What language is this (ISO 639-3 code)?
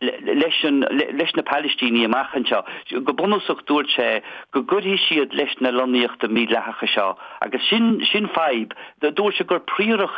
gle